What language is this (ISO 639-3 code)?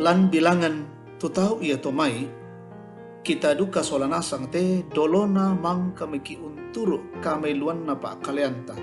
sda